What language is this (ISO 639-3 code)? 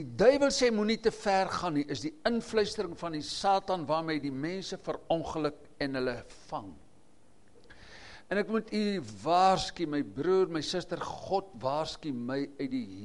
afr